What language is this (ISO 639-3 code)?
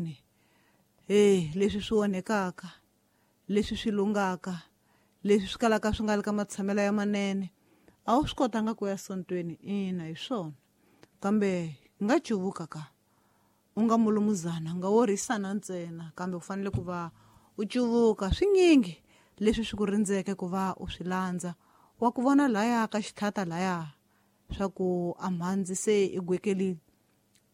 tso